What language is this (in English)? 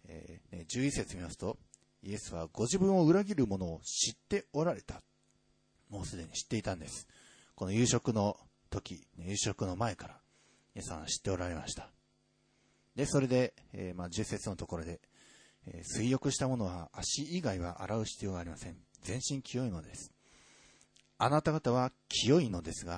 Japanese